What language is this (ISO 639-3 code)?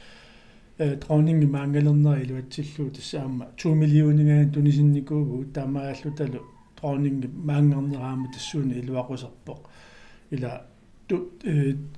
kal